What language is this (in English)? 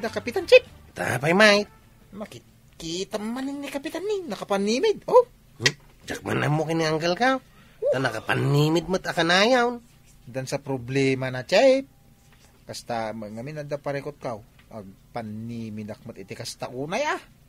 Iloko